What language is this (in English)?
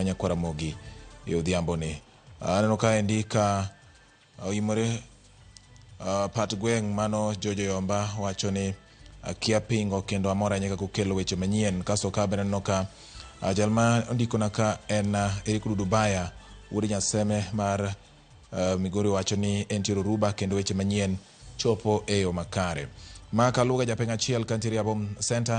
Luo (Kenya and Tanzania)